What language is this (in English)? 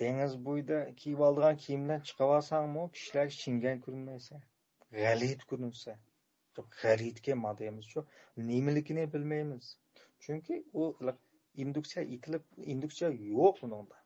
Uyghur